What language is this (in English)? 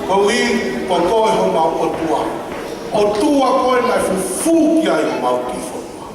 Tongan